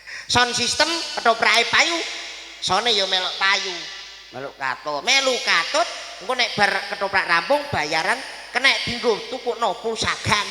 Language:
Javanese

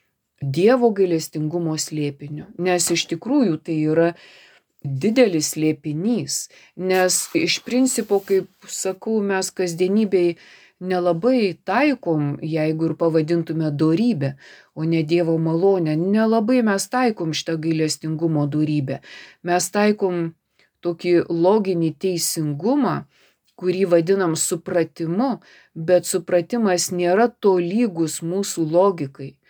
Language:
Lithuanian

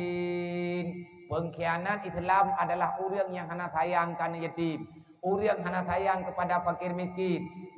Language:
Achinese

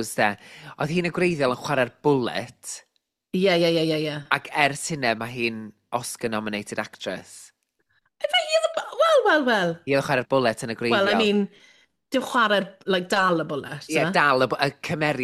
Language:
Welsh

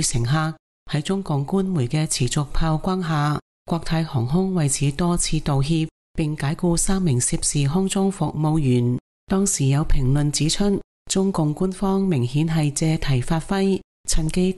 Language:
Cantonese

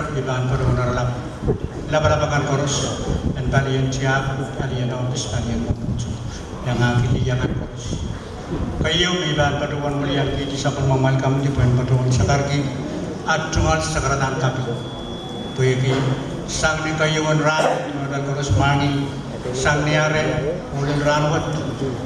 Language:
Pohnpeian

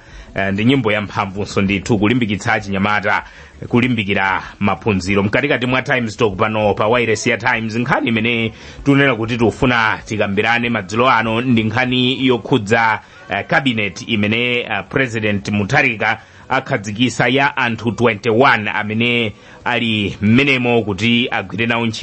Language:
Nyanja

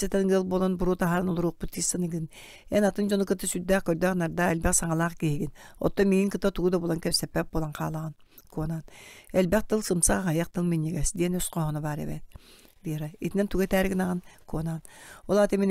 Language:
Yakut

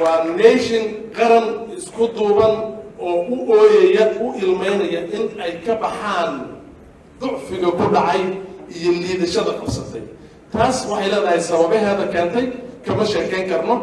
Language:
Somali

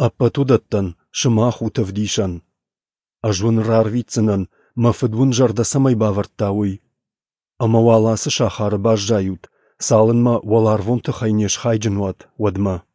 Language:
Ossetic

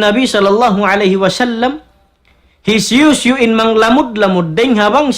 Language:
Tausug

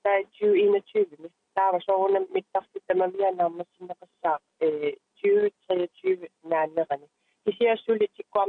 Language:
Kalaallisut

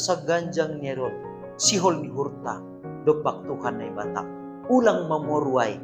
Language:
Batak Simalungun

